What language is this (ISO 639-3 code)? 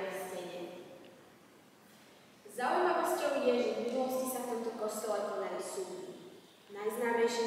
slk